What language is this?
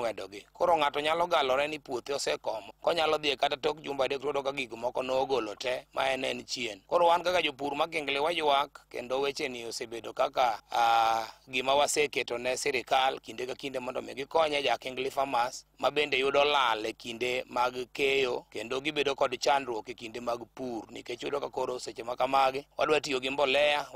Luo (Kenya and Tanzania)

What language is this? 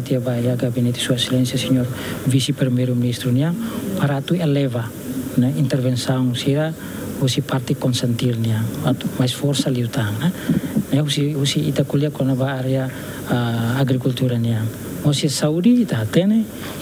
Tetum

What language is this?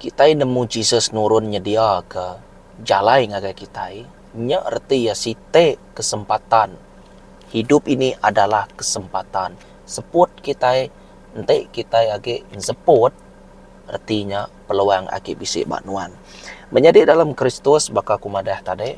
Iban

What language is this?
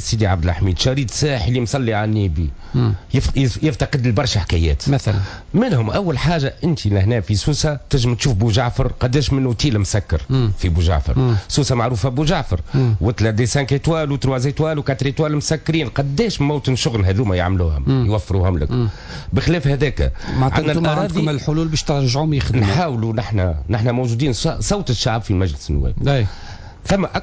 Tunisian Arabic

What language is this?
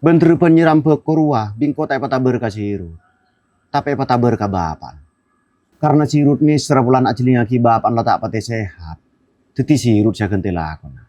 Madurese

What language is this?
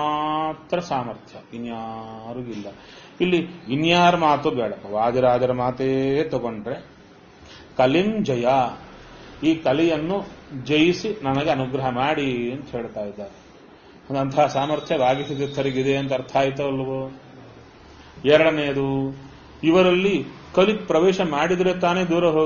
Kannada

